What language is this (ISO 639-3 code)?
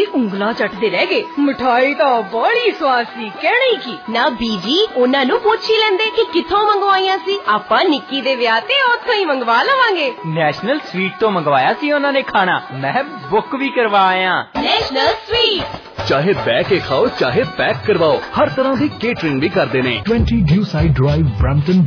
pan